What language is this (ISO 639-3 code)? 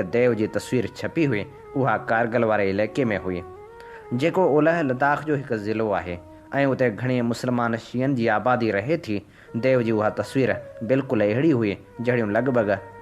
snd